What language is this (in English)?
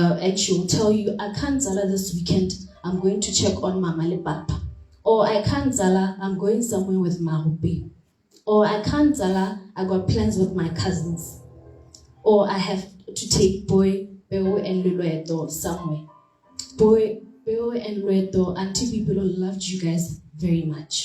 Tswana